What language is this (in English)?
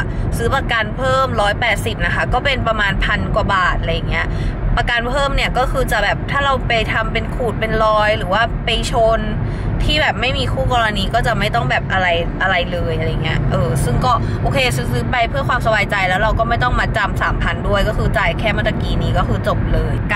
Thai